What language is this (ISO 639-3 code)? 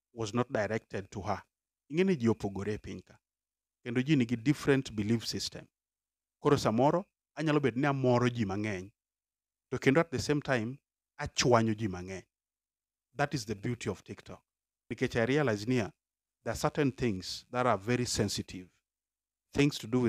luo